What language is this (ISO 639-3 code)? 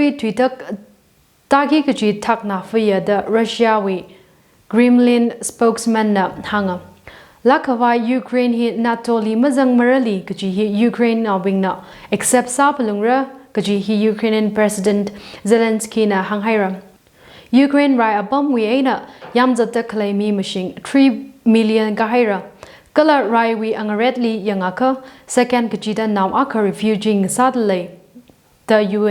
nmf